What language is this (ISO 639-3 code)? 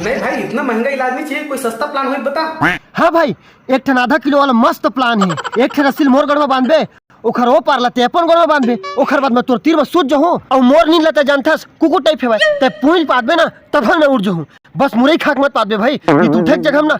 hne